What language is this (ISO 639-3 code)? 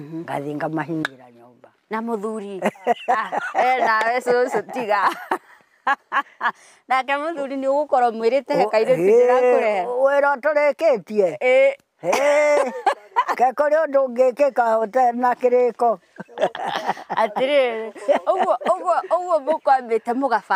kik